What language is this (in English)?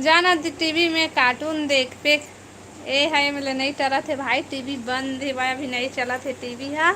Chhattisgarhi